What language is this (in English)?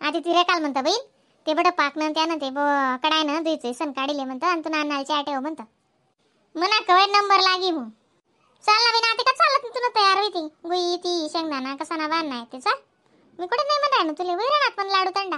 Khandesi